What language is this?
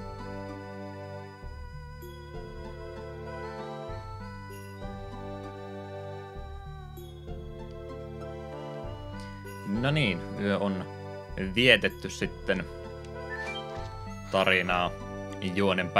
Finnish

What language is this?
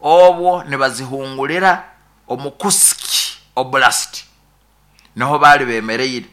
Nyoro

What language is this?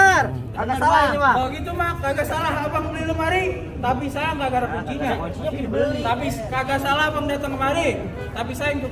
Betawi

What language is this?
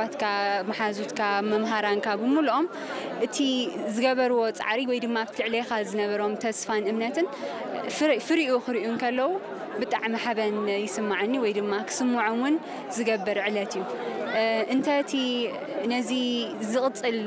Tigrinya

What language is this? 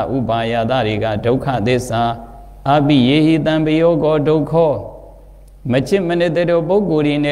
Burmese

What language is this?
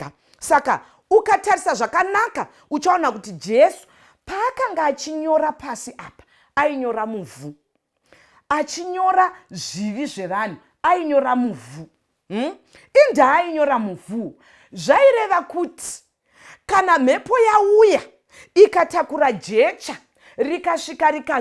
Shona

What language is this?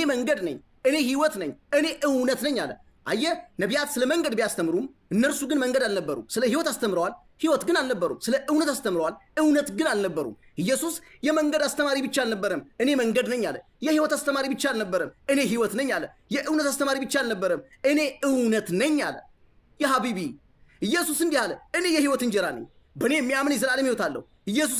Amharic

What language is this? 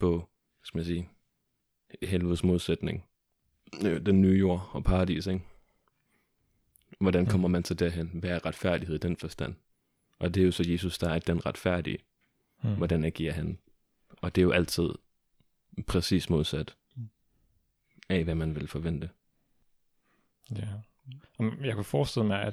Danish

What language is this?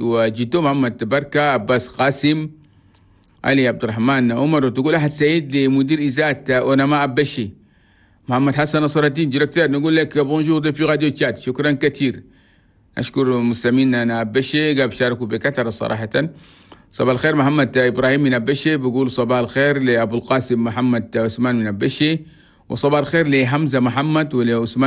Chadian Arabic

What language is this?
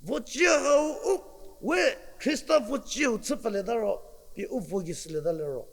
Angami Naga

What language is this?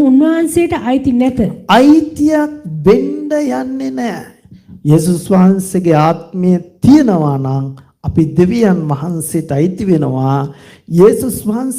Sinhala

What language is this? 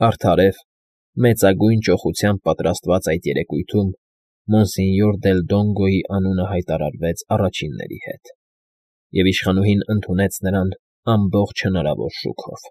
Armenian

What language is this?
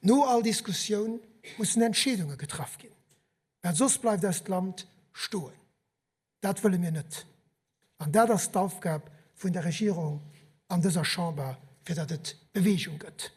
Luxembourgish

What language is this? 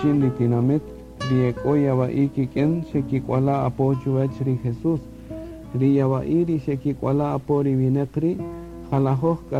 Kaqchikel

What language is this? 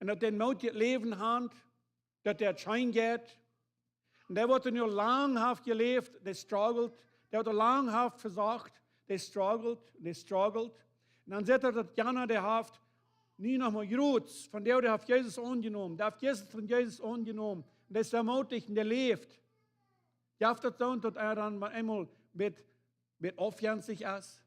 Plautdietsch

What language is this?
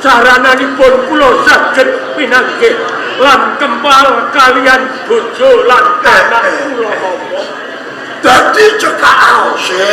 Javanese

